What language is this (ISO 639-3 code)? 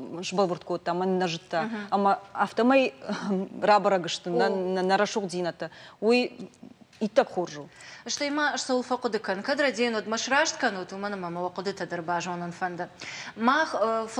oss